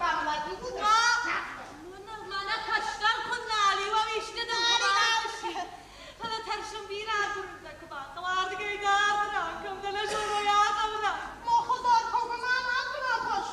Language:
Ossetic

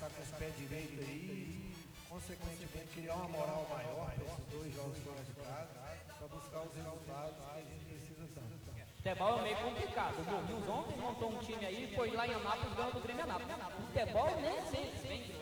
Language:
Portuguese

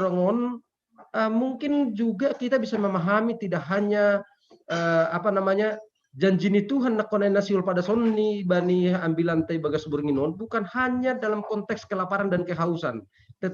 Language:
Batak Simalungun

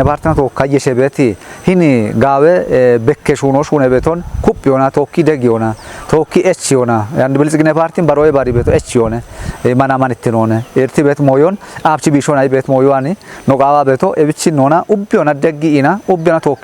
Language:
Kafa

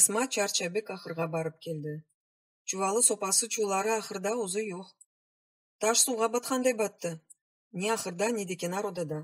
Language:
Crimean Tatar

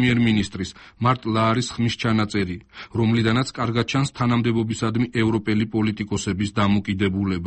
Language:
Georgian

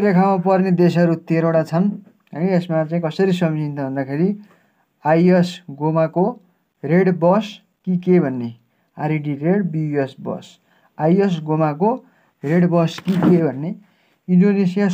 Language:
Nepali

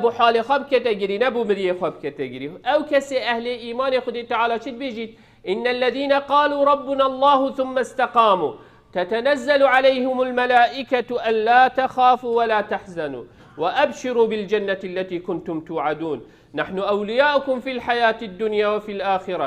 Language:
Kurdish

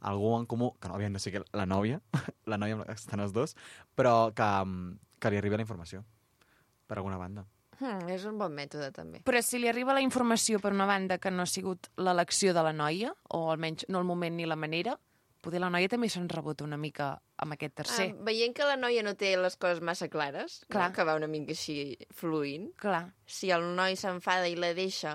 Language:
Catalan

